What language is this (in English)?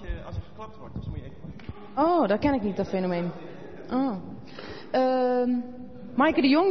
Dutch